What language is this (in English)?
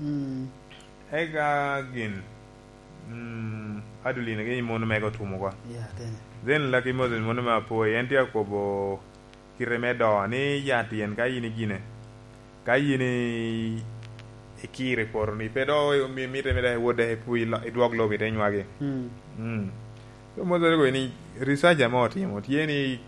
Lango (Uganda)